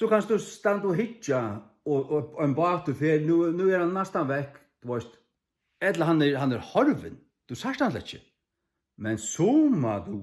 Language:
Faroese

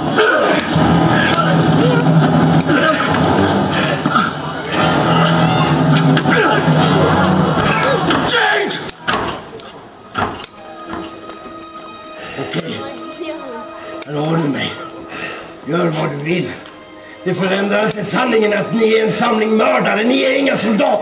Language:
Swedish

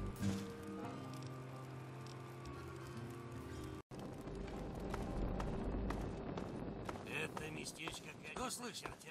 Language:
Russian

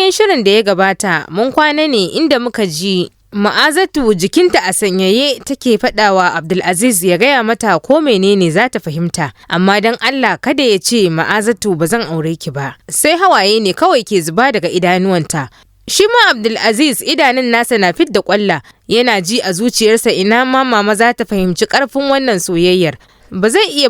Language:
Hausa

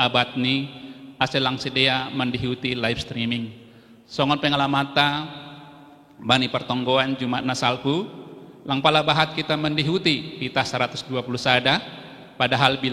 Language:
Batak Simalungun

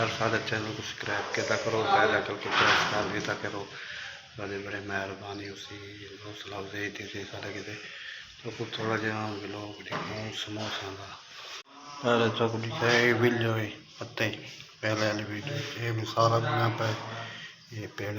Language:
Saraiki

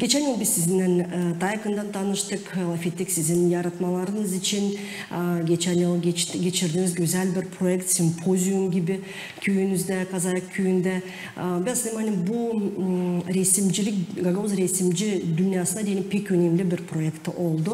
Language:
Gagauz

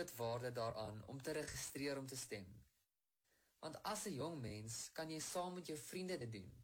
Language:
Afrikaans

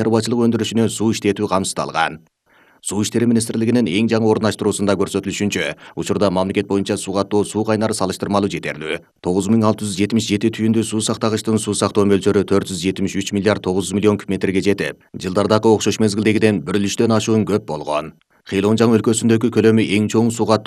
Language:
Kyrgyz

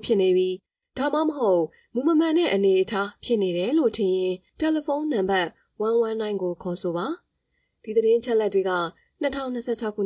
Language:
Burmese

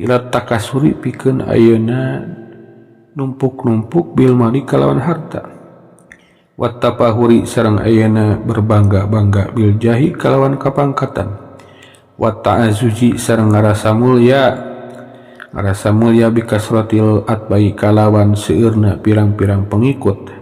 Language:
Sundanese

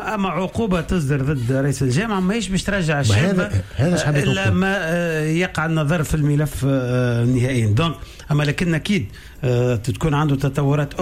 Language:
Tunisian Arabic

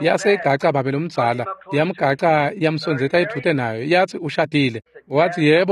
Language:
Swati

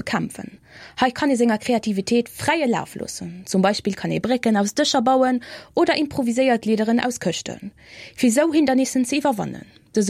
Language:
Luxembourgish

